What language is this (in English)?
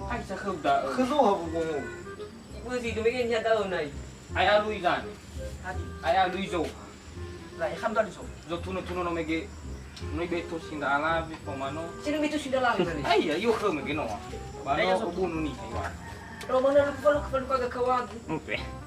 Nias